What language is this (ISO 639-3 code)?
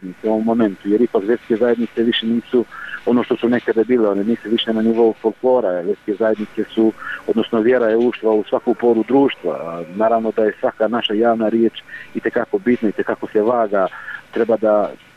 bos